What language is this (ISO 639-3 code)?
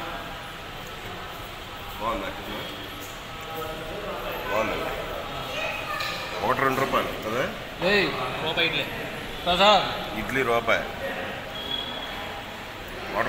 tel